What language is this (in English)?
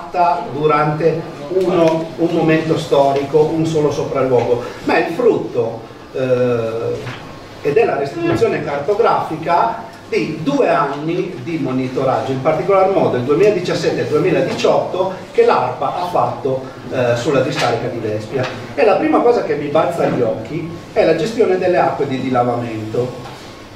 Italian